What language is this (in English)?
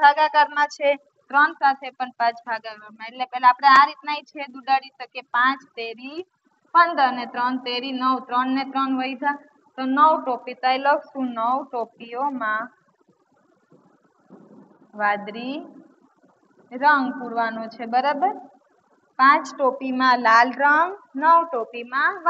Gujarati